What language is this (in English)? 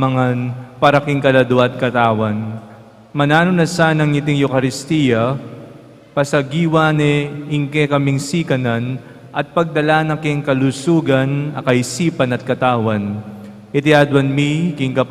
Pampanga